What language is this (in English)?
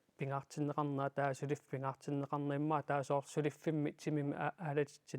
Kalaallisut